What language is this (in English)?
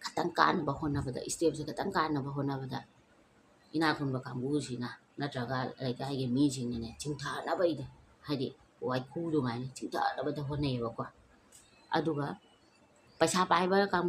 Manipuri